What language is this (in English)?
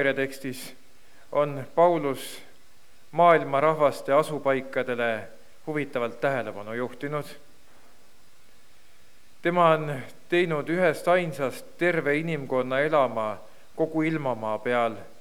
Estonian